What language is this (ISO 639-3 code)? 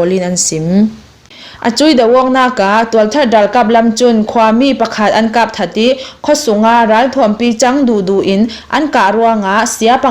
cnh